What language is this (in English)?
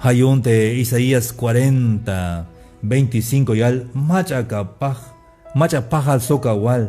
Tzeltal